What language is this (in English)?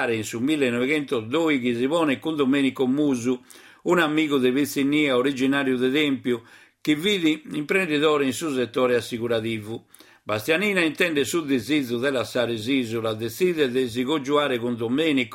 Sardinian